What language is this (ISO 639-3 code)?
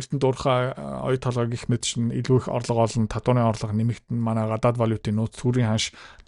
mon